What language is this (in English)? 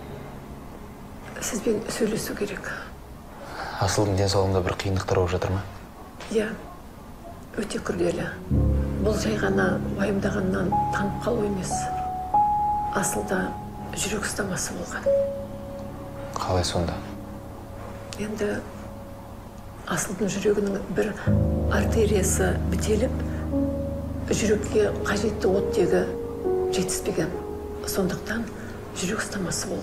Kazakh